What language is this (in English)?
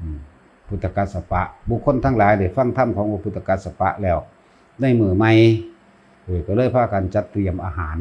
Northeastern Thai